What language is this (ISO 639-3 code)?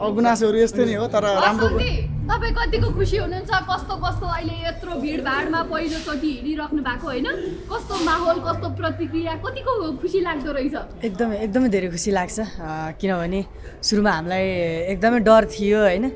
nep